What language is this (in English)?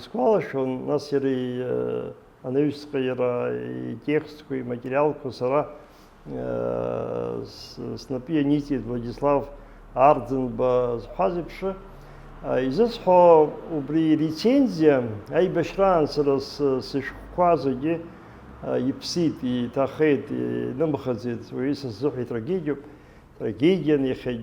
Abkhazian